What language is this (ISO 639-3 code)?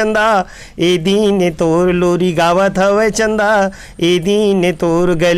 hne